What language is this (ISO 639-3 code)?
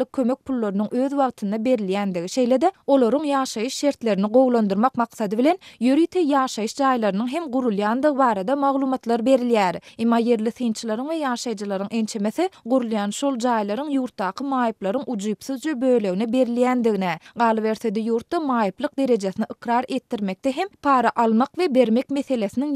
tuk